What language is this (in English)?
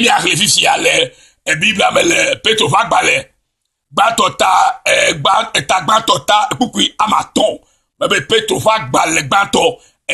Ewe